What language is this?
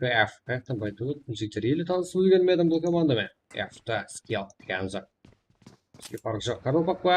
Kara-Kalpak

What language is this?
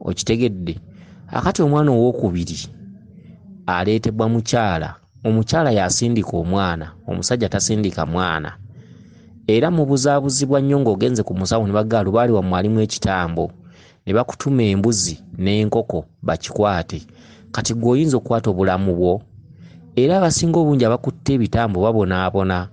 Ganda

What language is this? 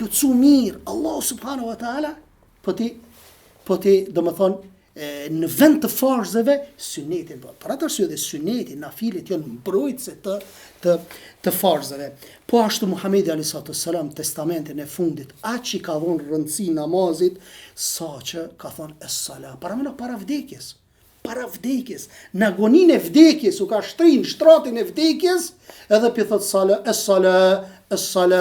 Albanian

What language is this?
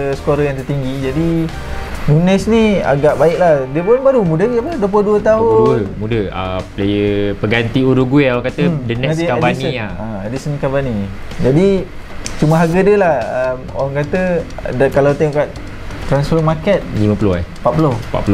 Malay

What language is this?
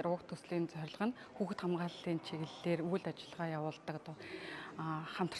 Mongolian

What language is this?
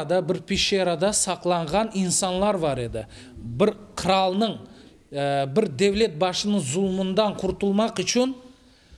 Crimean Tatar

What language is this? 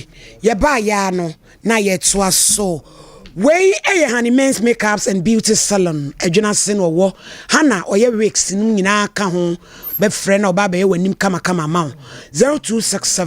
Akan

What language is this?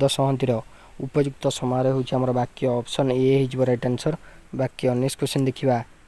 Odia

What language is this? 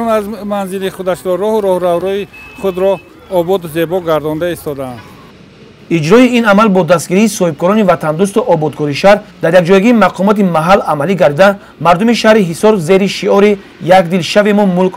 Tajik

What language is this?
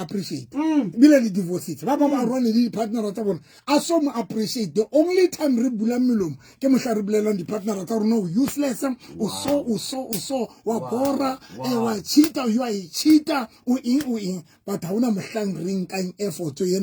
Southern Sotho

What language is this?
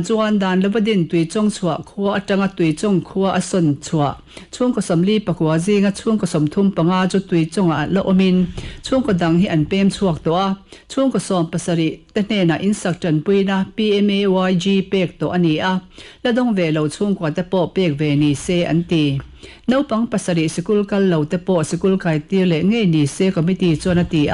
Mizo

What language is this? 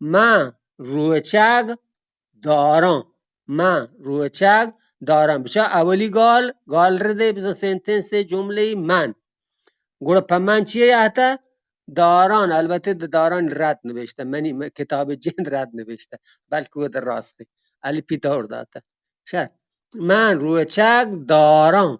Eastern Balochi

